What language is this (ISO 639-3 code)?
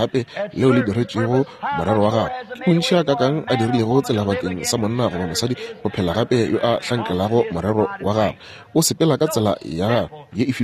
nso